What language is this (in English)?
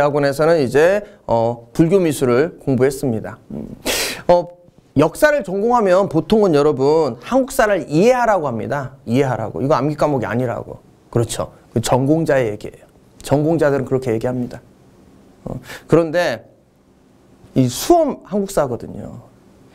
Korean